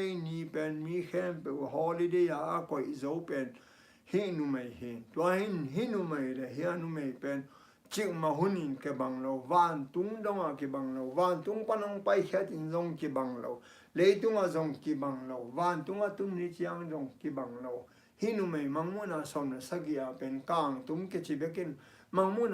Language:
Tedim Chin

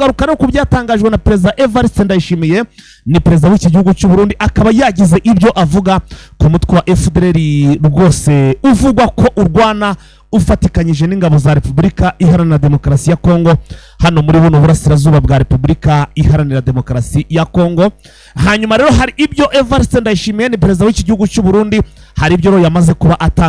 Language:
Kinyarwanda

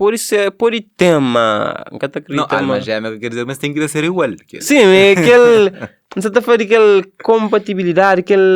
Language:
Kabuverdianu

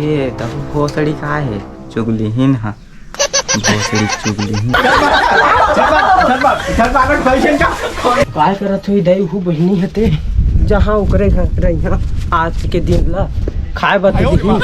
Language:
Chhattisgarhi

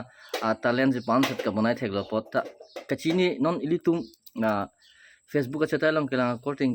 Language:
Karbi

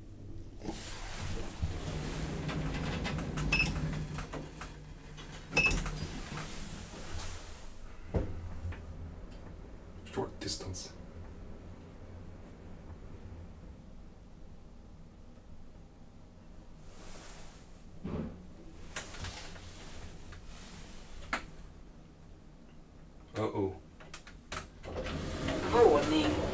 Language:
Swedish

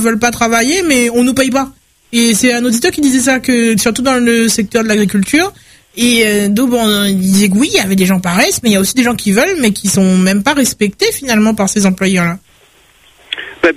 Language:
French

